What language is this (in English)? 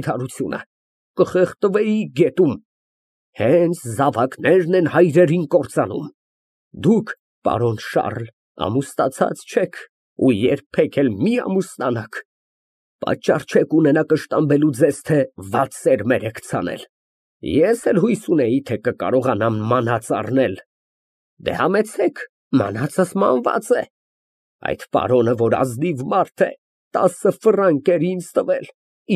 Armenian